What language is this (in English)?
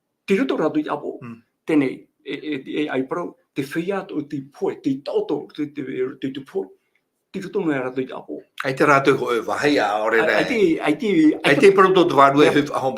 Tahitian